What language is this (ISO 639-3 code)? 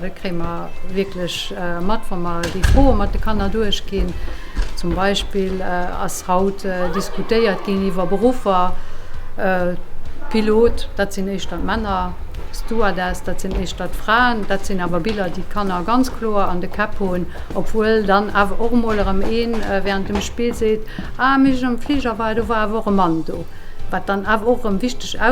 ltz